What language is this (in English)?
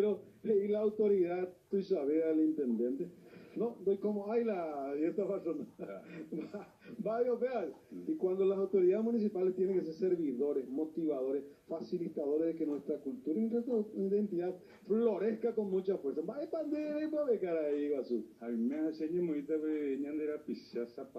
Guarani